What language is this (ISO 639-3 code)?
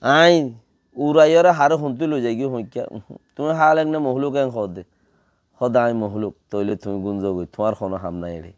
rhg